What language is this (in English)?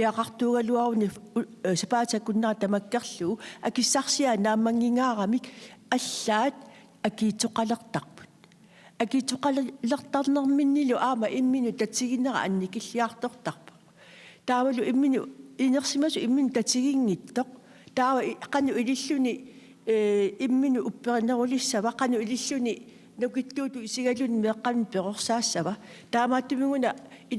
Kalaallisut